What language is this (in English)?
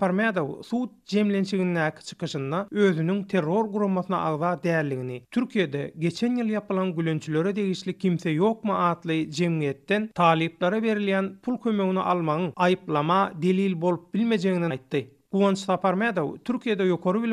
Turkmen